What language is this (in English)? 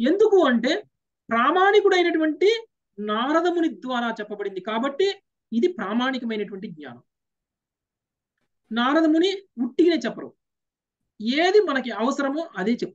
Telugu